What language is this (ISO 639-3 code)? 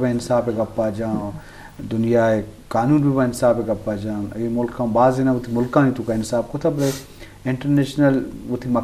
bgp